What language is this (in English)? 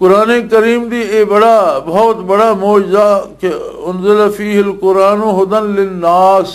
Western Panjabi